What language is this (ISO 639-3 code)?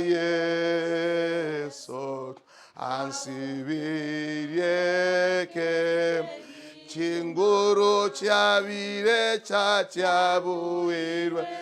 guz